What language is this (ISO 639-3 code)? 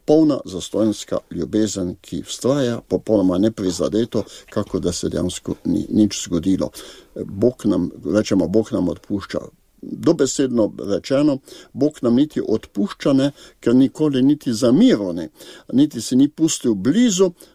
slv